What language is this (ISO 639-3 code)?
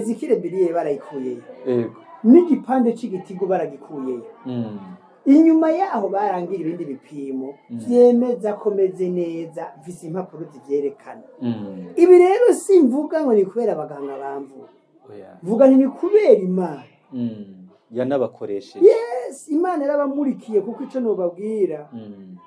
run